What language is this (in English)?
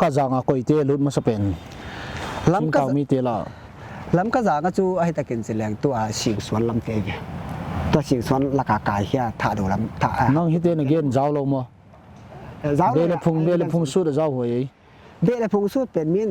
Paite Chin